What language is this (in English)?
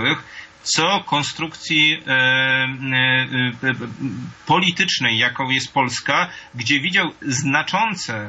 Polish